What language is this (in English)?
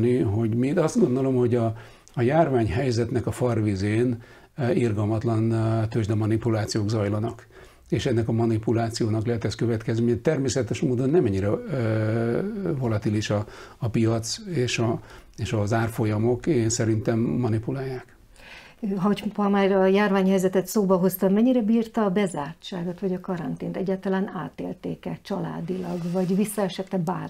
Hungarian